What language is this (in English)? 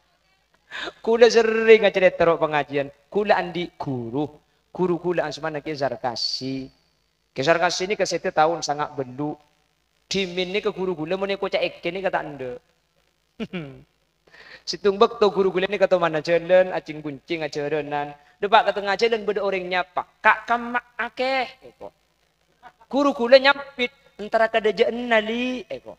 Madurese